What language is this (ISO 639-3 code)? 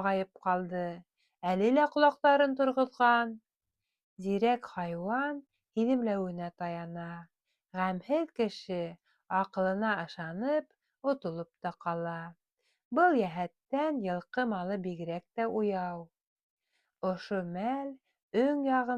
bak